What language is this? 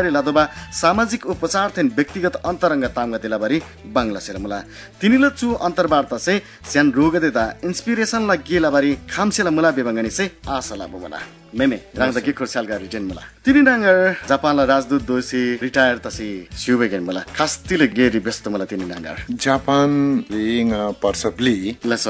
Eastern Tamang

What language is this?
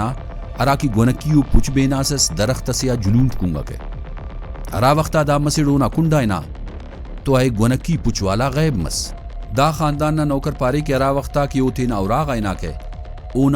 Brahui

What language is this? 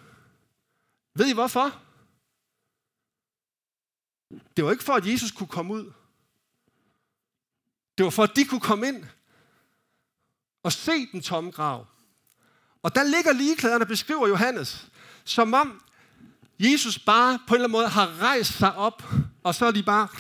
Danish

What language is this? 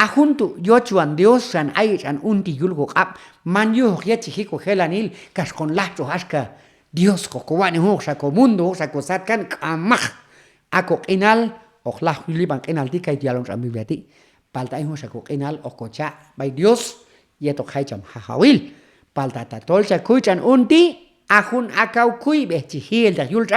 Q'anjob'al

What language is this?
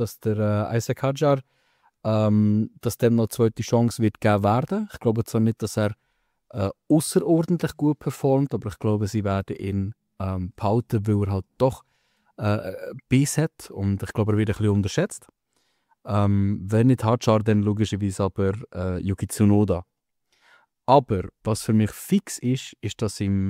Swiss German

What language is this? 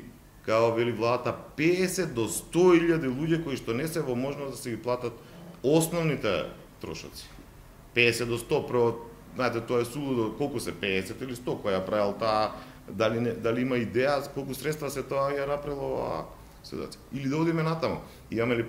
Macedonian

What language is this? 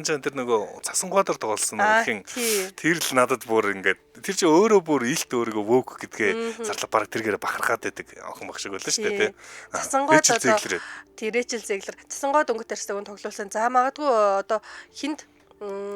Mongolian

